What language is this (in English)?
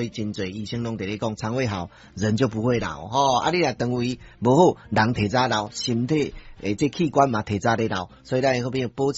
Min Nan Chinese